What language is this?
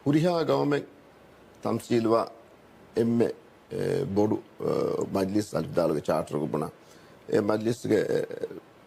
Divehi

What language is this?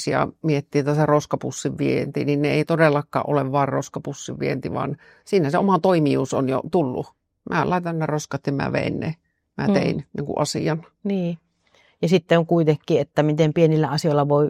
Finnish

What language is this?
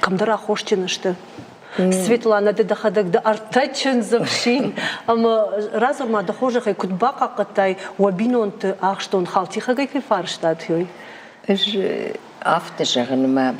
Ossetic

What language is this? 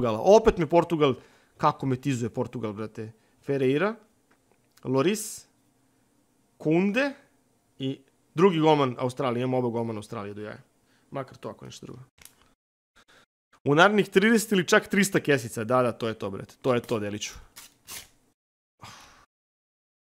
Serbian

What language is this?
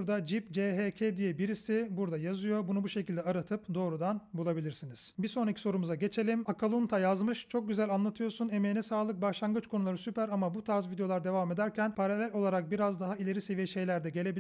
Turkish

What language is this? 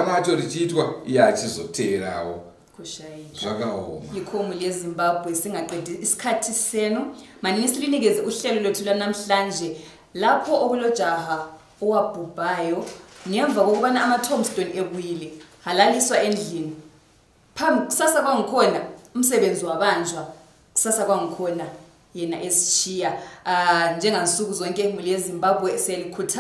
Shona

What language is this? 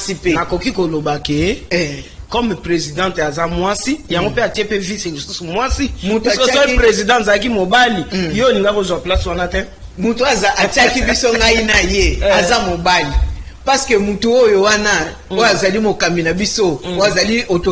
Lingala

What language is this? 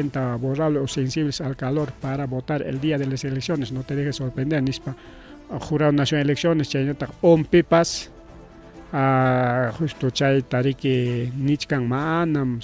Ayacucho Quechua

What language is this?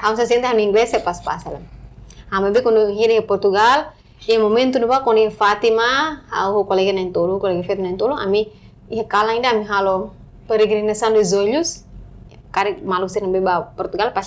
Tetum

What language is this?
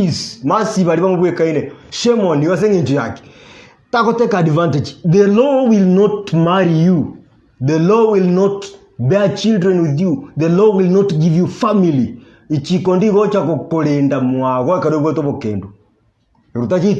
Gusii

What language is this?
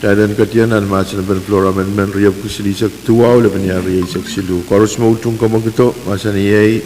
Pohnpeian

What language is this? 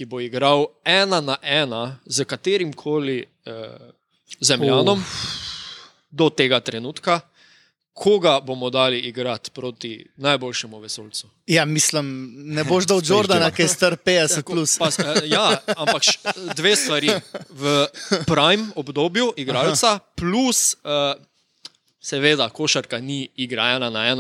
Slovenian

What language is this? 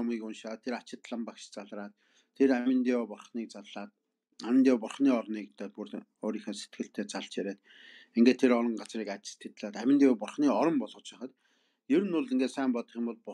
Mongolian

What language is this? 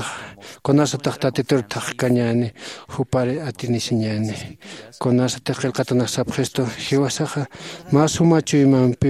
Aymara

